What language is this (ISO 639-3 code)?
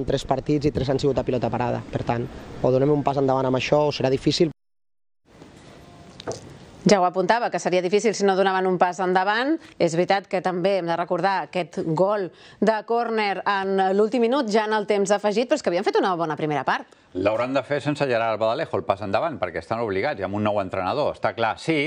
cat